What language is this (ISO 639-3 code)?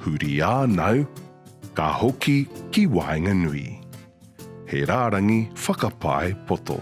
mri